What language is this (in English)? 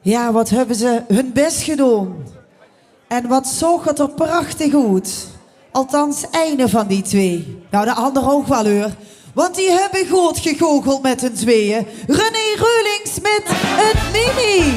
Limburgish